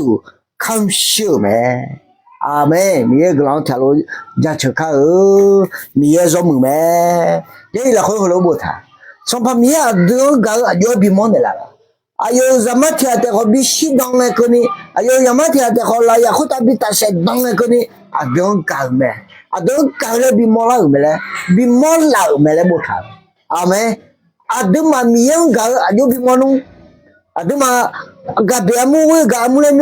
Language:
Akha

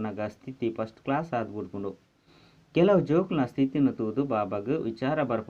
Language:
Tulu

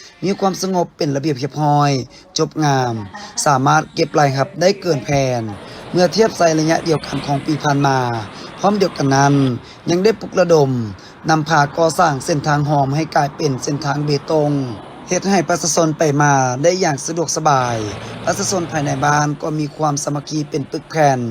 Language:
Lao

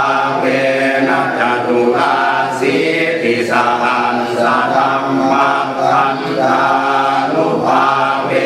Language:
Pali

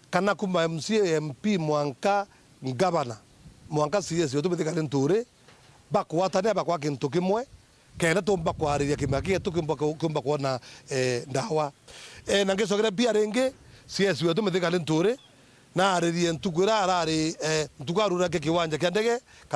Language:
Meru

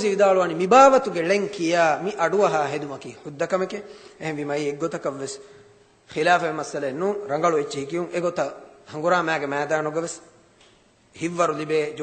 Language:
Divehi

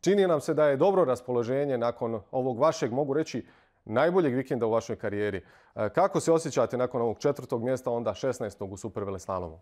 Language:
Bosnian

